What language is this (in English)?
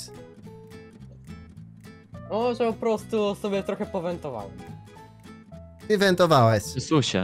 Polish